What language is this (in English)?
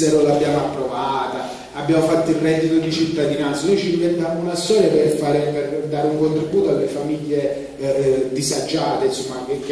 Italian